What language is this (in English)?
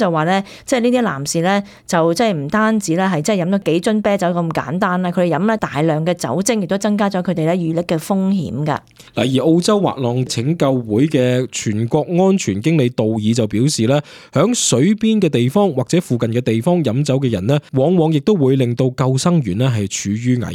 Cantonese